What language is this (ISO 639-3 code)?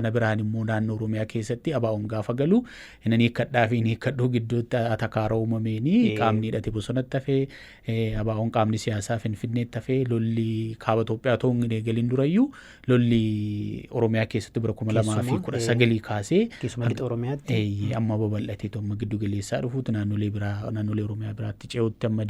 orm